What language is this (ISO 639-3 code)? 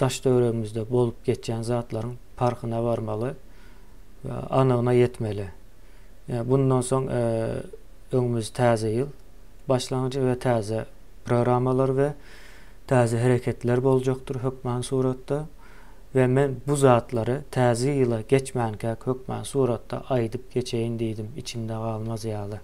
tuk